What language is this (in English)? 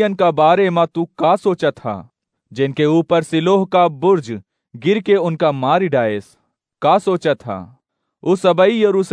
Awadhi